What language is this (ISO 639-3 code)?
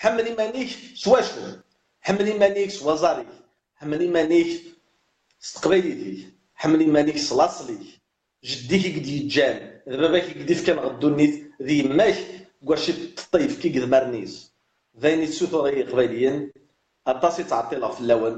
kab